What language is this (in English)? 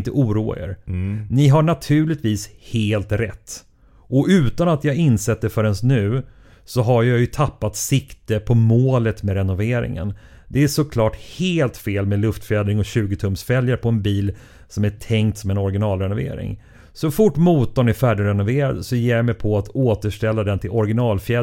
Swedish